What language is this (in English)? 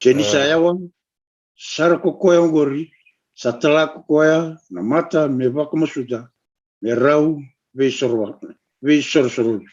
Fijian